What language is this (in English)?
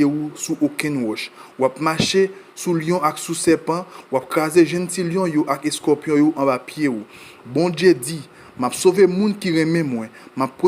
Haitian Creole